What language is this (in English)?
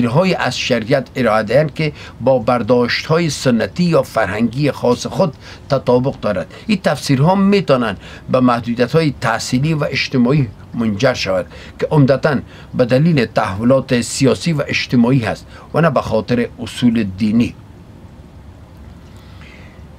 Persian